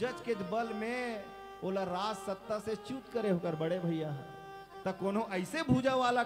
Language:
Chhattisgarhi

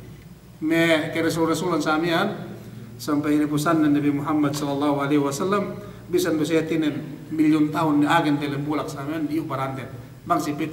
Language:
Yakan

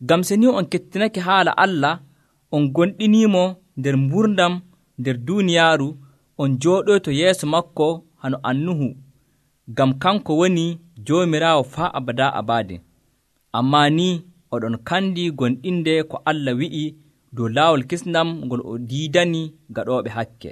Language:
Nigerian Fulfulde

